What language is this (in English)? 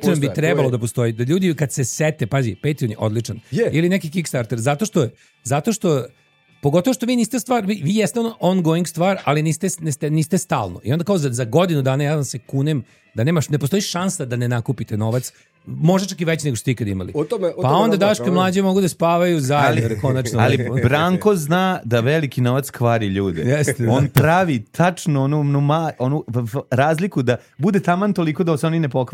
Serbian